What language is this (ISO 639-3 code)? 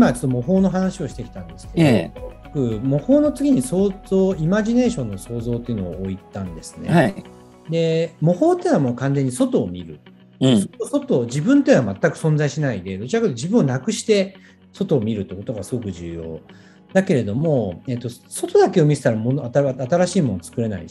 jpn